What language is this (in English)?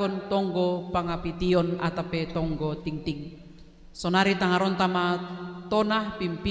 Batak Simalungun